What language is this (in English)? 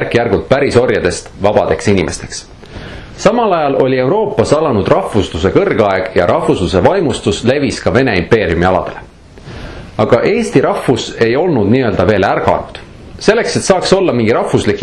Estonian